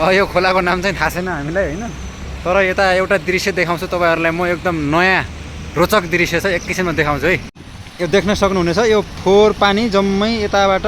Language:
Nepali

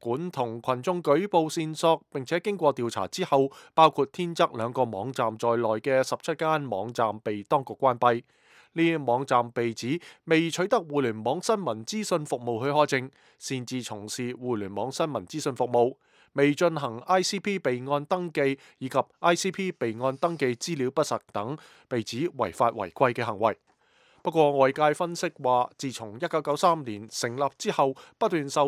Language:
Cantonese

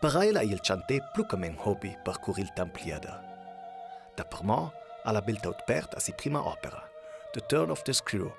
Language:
Ladin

